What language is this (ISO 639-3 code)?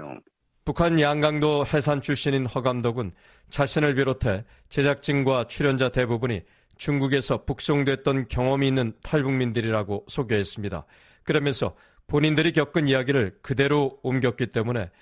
kor